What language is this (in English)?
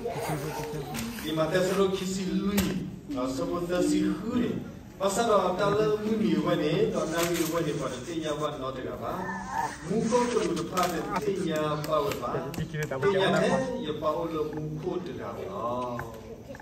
S'gaw Karen